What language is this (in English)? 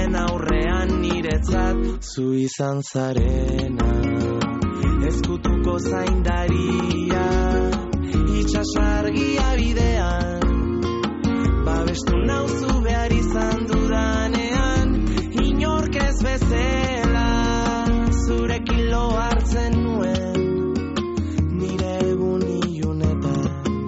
Basque